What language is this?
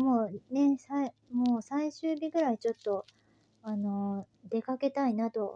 Japanese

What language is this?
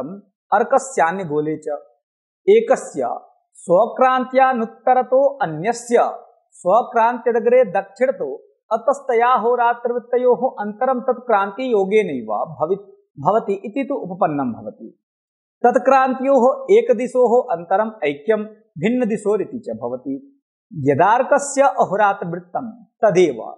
Sanskrit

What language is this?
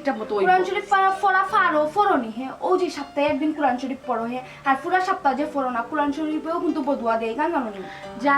Sylheti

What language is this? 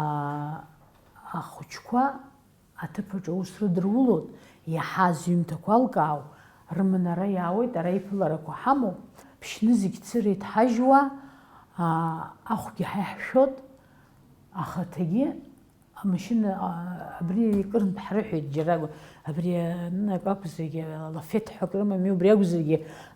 Abkhazian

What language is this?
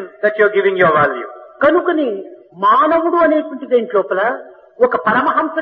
Telugu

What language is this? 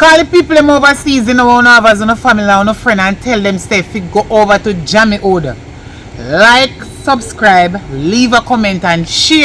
Jamaican Creole English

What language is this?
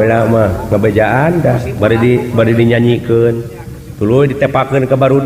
Sundanese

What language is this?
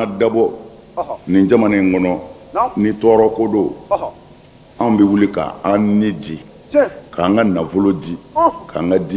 Bambara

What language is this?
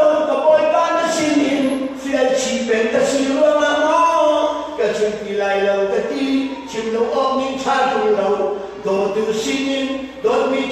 Hakha Chin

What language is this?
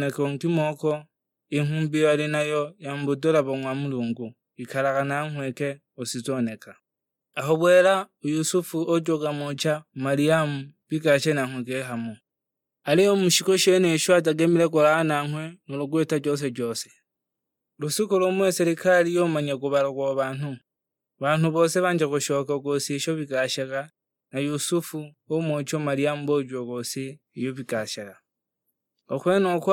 Sukuma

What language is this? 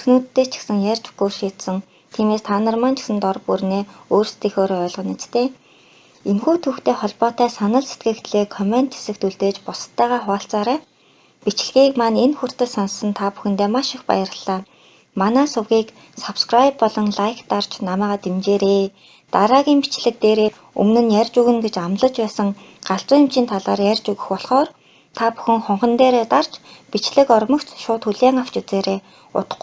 Mongolian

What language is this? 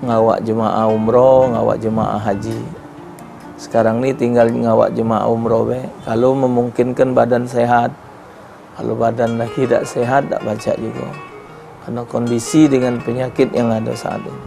Musi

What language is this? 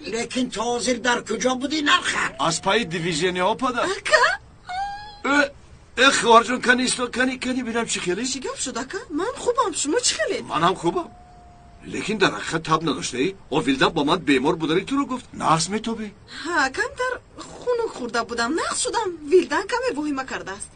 Tajik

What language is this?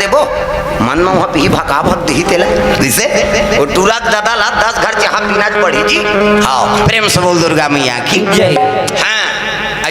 Chhattisgarhi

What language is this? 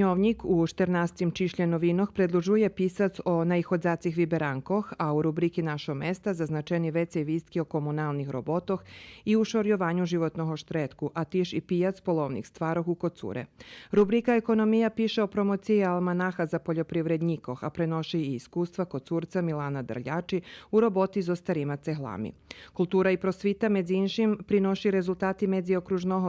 Rusyn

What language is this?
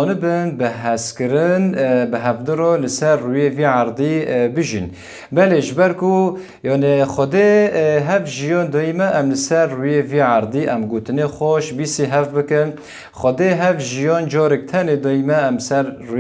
Kurdish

